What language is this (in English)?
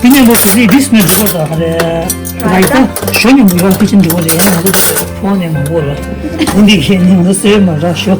Tibetan